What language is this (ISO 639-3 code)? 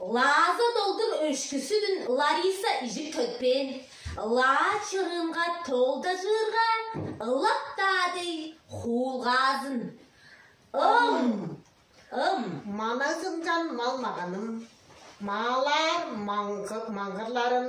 tyv